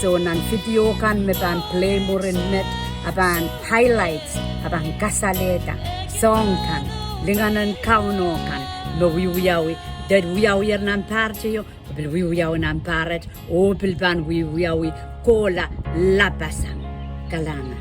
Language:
Pohnpeian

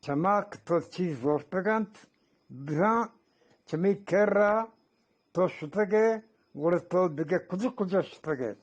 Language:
Eastern Balochi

